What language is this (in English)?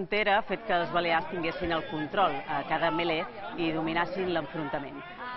Catalan